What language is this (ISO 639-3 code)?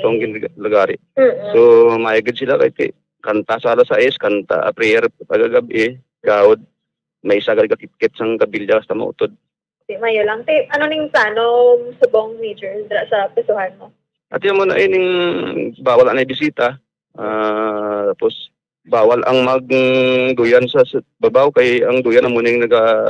hil